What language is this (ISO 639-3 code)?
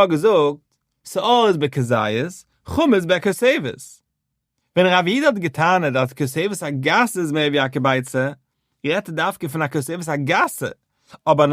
yid